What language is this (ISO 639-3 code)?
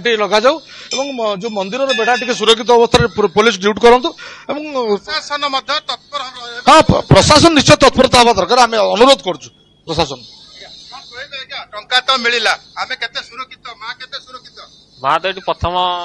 ori